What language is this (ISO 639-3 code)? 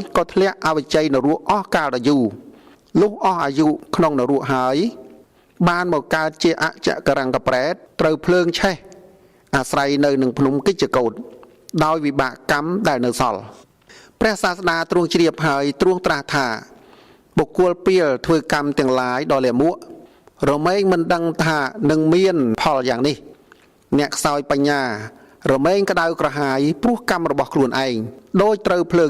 khm